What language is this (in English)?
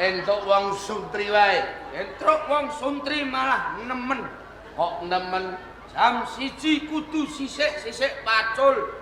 Javanese